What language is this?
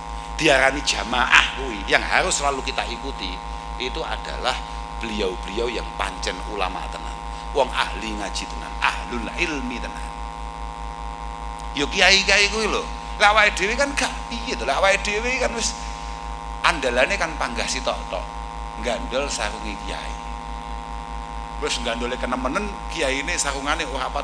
Javanese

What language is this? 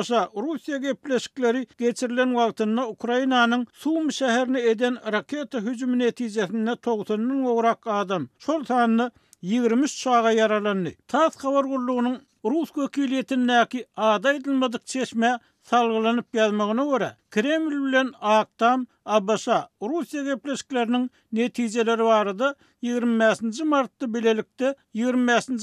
Turkmen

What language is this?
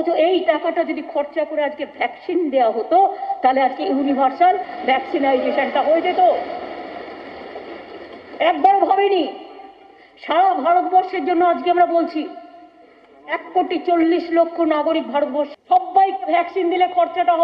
Bangla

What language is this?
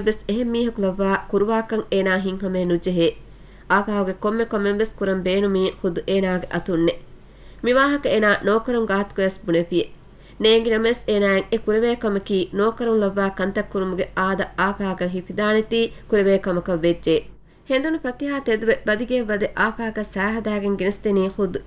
Divehi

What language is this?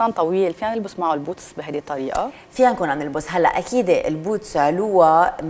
North Levantine Arabic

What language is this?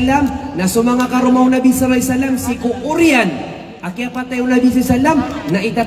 Maranao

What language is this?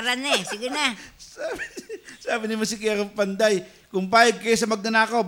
Filipino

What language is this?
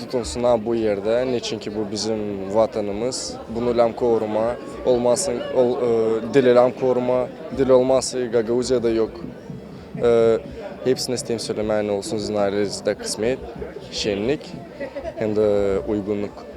Gagauz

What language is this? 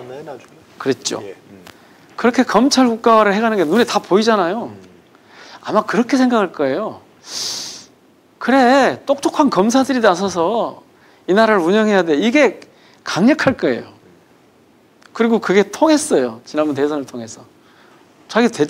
Korean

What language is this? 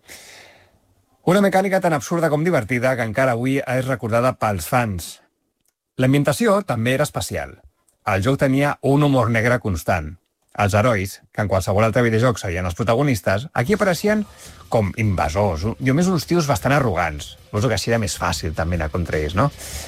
Catalan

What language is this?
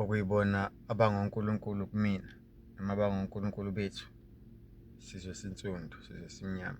Zulu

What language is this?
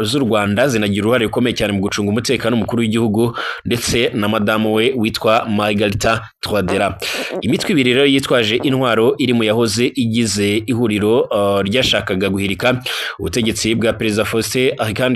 Kinyarwanda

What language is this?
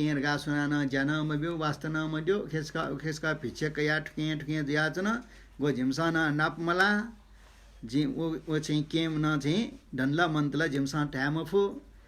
Newari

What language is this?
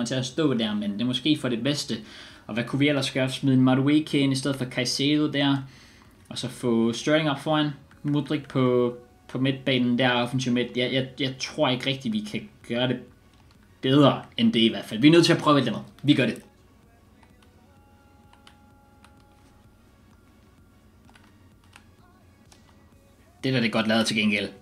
Danish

